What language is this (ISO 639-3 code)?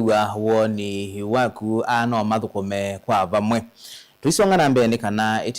kam